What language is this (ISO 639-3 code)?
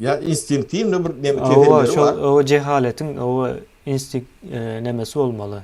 tuk